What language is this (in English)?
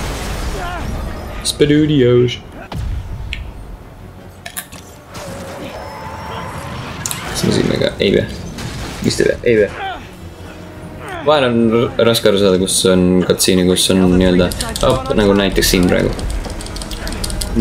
Estonian